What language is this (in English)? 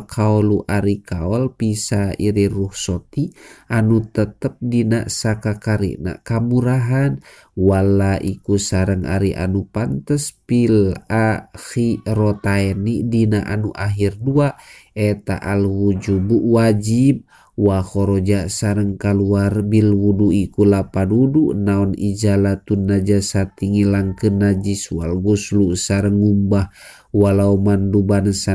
Sundanese